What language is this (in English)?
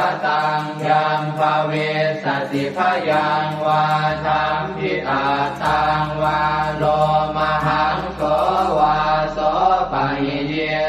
Pali